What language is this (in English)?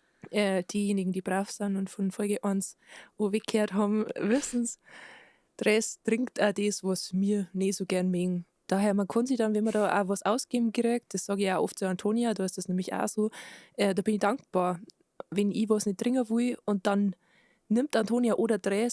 Bavarian